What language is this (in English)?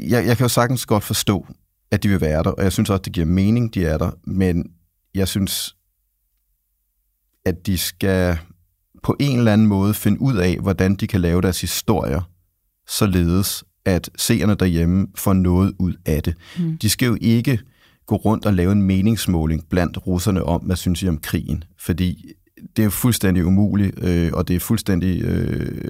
Danish